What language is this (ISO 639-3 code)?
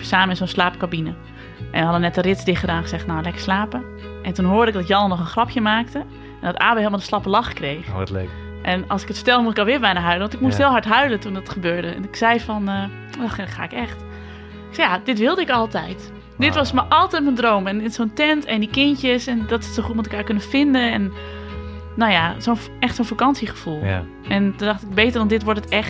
nld